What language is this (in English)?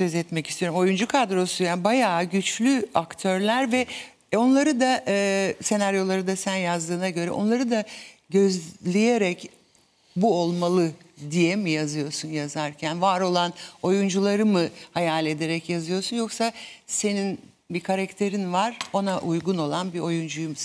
Turkish